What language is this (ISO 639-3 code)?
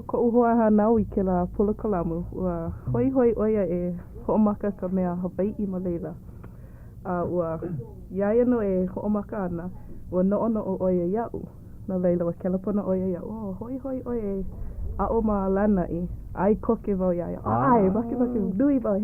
haw